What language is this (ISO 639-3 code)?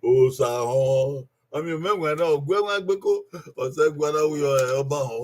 bin